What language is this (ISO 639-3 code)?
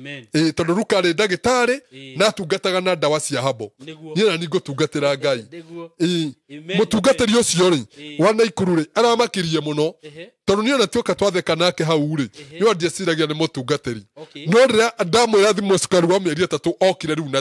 kik